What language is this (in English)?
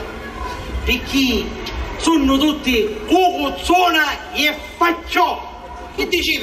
Sicilian